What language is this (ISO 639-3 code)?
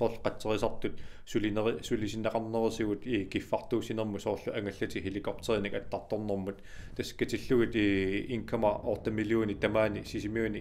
kal